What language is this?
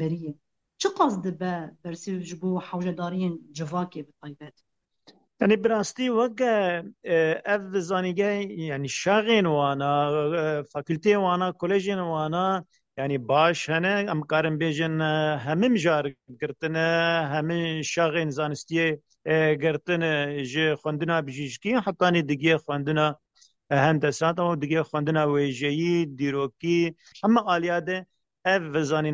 Kurdish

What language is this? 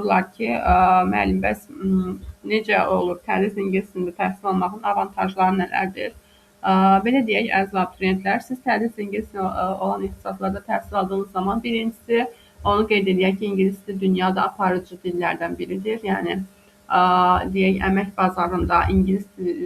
Azerbaijani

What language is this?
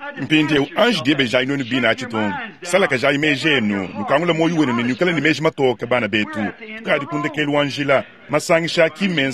Luba-Lulua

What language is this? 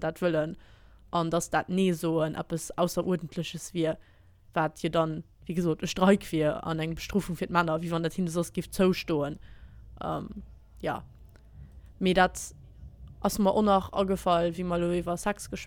Luxembourgish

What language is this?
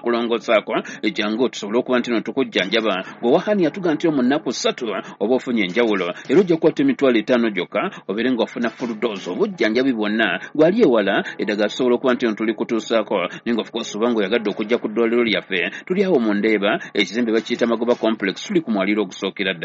Ganda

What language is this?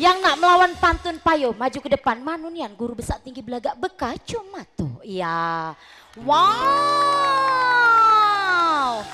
Musi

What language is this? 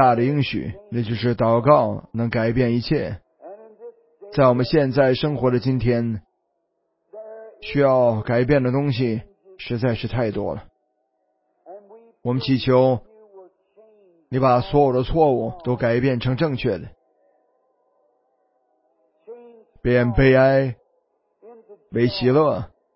Chinese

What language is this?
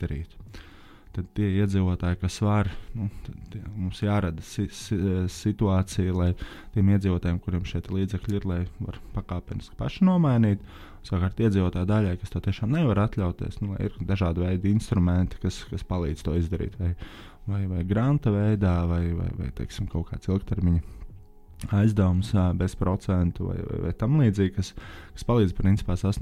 Latvian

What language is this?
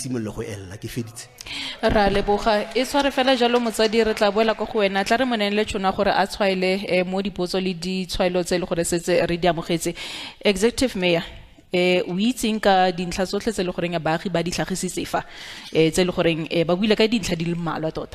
Tswana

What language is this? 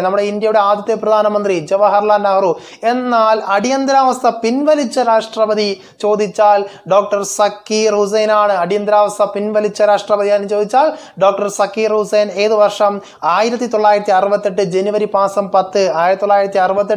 Malayalam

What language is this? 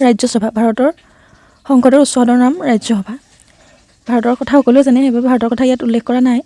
Assamese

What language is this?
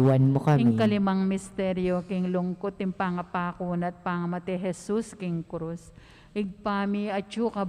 Pampanga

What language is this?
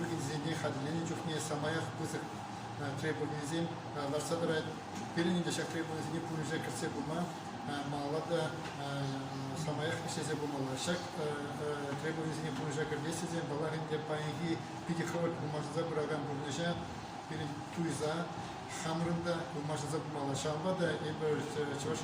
Chuvash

